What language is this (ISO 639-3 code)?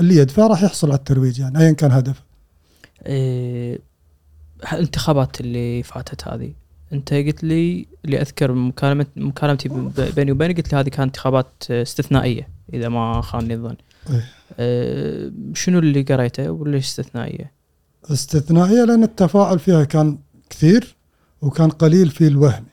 afb